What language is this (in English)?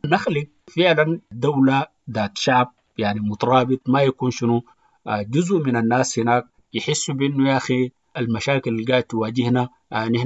Sudanese Arabic